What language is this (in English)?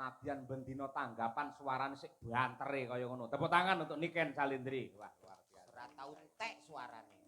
Javanese